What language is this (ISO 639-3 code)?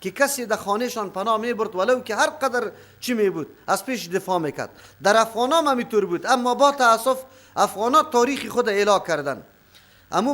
fas